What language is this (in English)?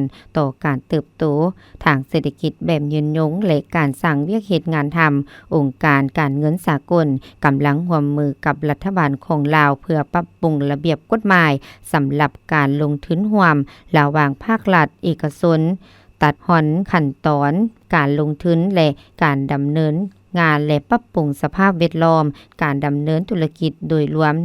Lao